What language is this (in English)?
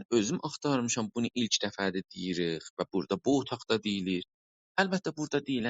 South Azerbaijani